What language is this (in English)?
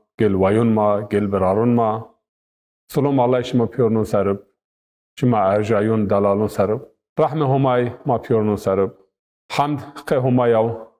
Zaza